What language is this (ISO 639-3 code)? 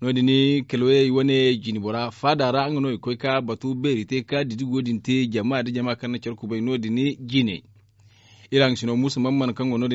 dje